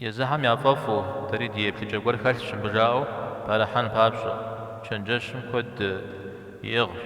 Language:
Kabardian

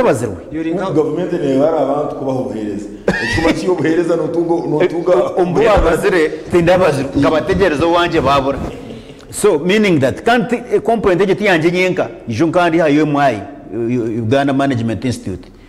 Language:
Nyankole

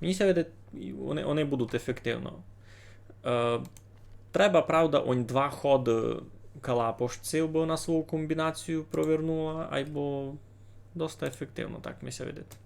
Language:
Rusyn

